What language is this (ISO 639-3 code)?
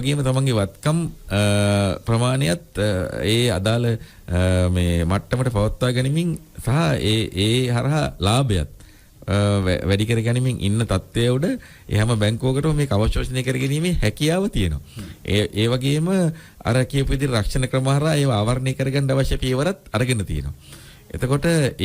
sin